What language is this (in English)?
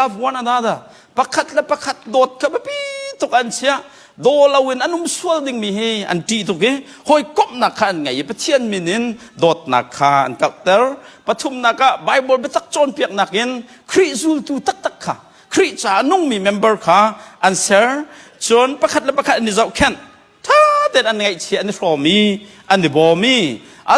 Hakha Chin